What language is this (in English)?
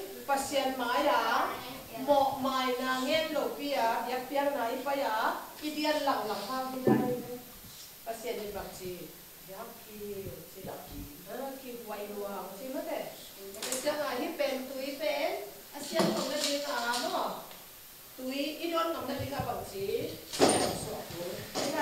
Tedim Chin